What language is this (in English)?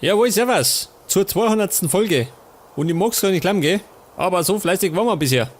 Bavarian